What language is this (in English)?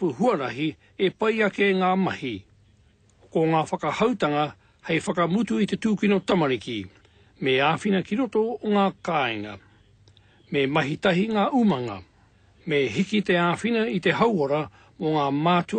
Māori